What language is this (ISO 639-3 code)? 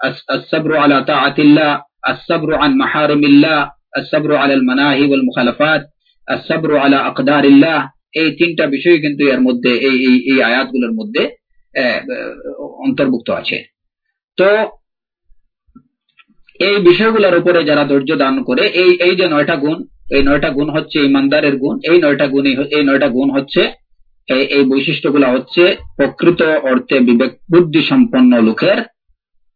ben